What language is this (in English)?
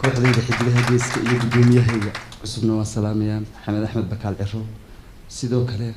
Somali